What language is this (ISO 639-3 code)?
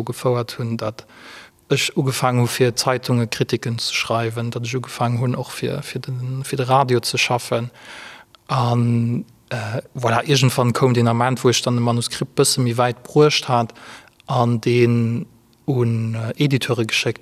ltz